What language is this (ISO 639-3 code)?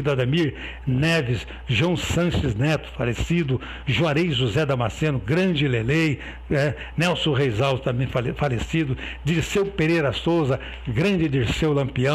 por